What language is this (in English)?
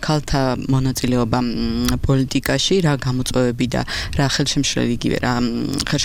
Georgian